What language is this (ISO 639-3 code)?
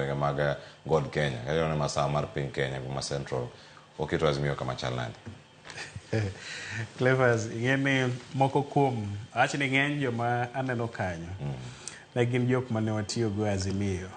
luo